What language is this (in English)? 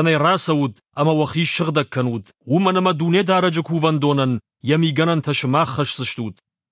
Ossetic